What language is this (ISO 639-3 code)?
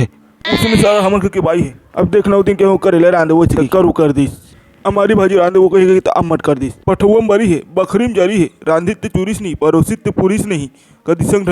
hne